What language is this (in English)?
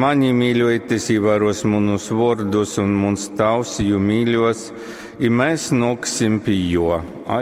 Latgalian